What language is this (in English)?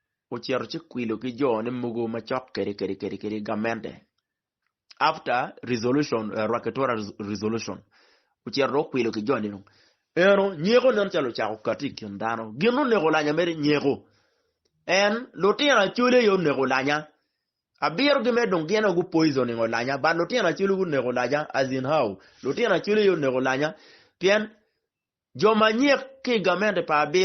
Acoli